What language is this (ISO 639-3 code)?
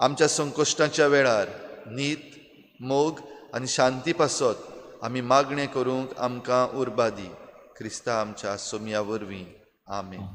kok